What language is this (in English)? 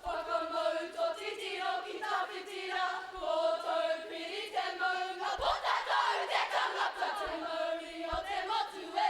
Māori